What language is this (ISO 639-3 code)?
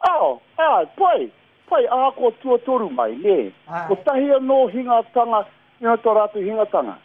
mri